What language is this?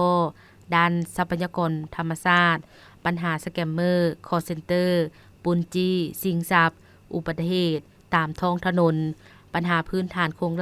Lao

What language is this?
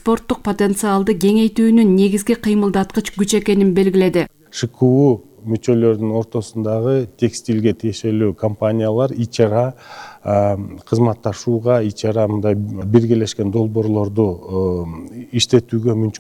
Kyrgyz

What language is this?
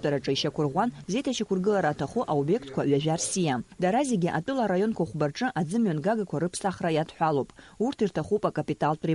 Abkhazian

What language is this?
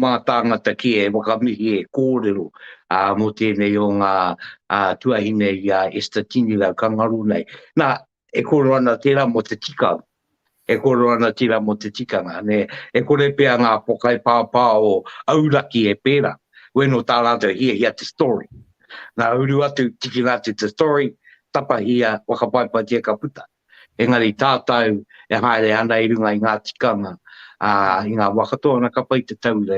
Māori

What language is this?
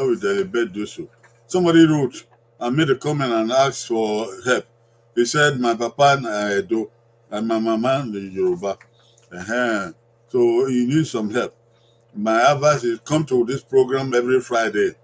Bini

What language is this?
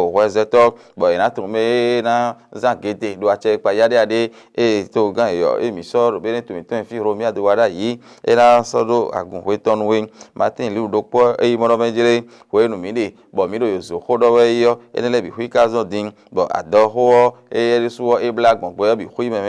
Fon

